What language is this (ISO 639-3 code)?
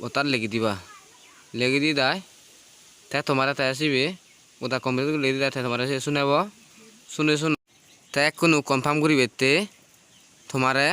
ccp